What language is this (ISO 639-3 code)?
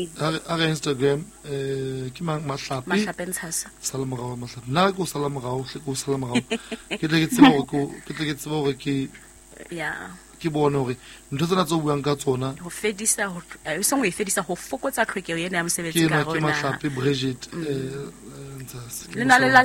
sot